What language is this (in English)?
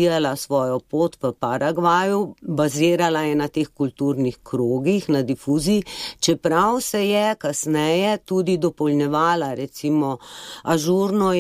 Slovenian